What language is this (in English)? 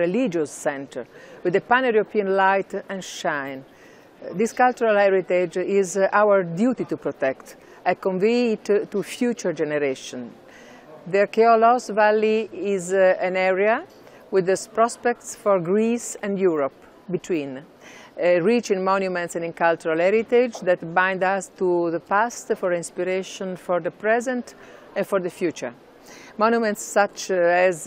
Greek